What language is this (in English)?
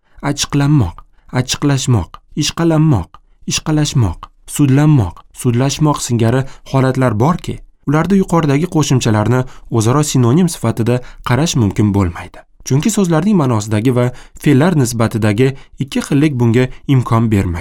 Uzbek